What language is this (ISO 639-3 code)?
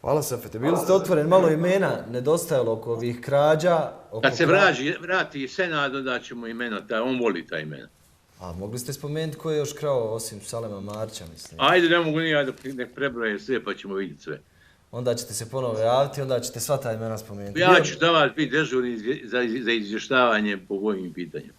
bos